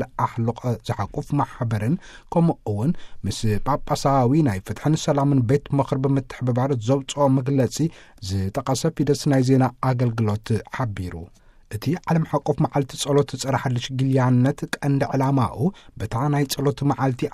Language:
Tigrinya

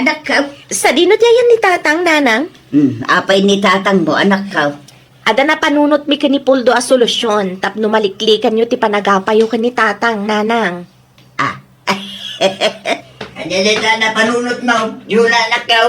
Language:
Iloko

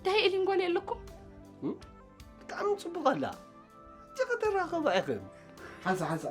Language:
Tigrinya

